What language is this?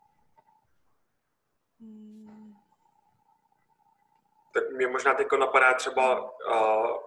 Czech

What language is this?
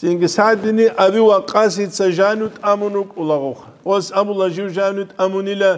Avaric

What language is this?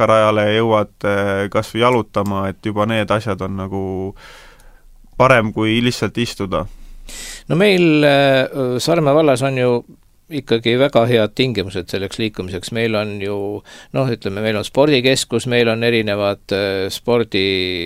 Estonian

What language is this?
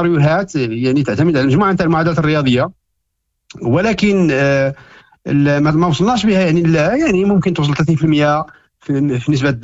Moroccan Arabic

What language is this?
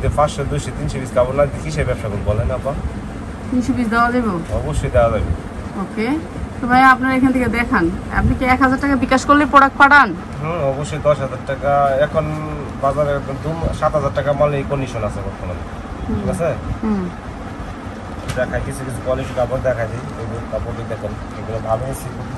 Bangla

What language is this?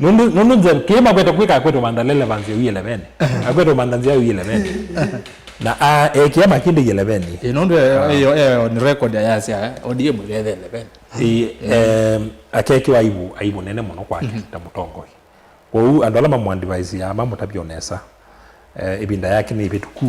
Kamba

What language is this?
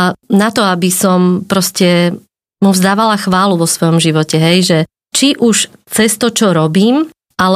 Slovak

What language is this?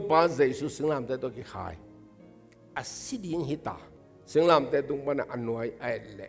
Tedim Chin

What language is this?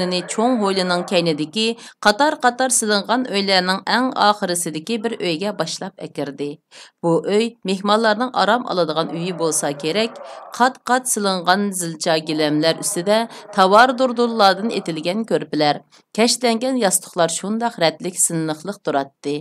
Uyghur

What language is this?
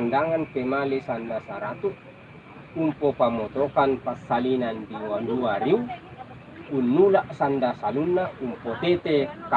Toraja-Sa'dan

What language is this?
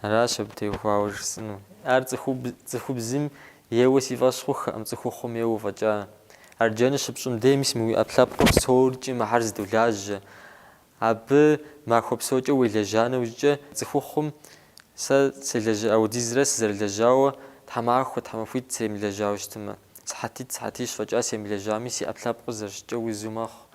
Kabardian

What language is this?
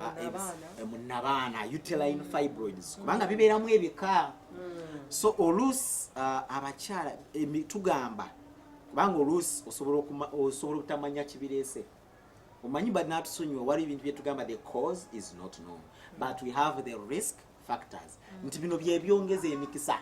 Ganda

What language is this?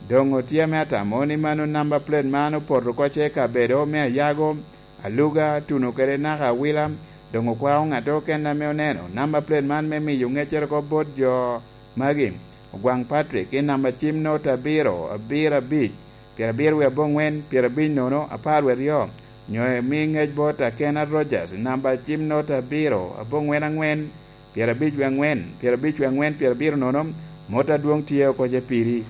Lango (Uganda)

